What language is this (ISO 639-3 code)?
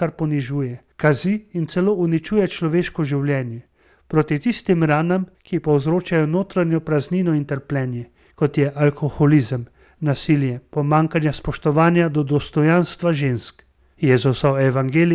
slv